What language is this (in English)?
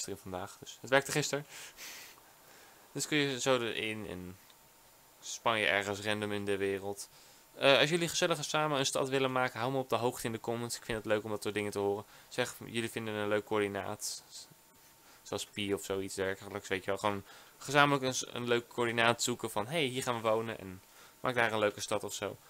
Dutch